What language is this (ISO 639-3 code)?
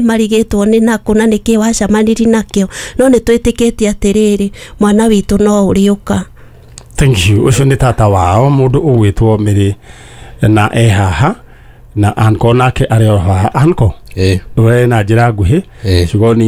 kik